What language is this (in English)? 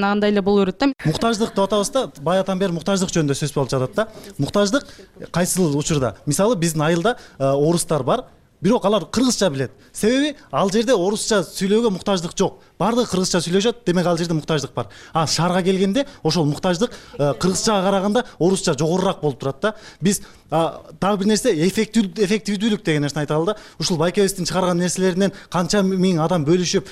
Kyrgyz